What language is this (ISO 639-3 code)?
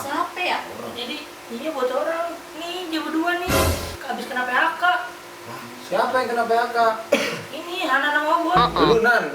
bew